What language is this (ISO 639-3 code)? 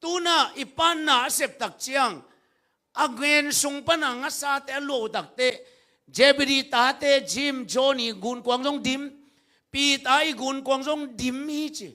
ctd